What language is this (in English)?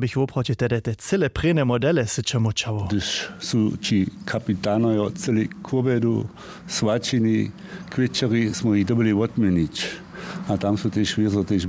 Upper Sorbian